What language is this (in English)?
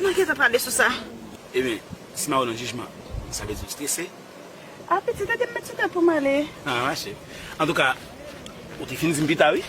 Haitian Creole